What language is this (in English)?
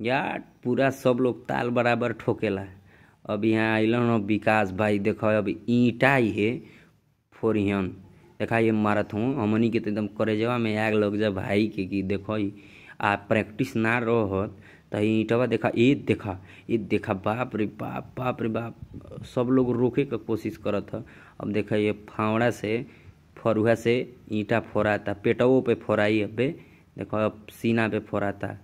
Bhojpuri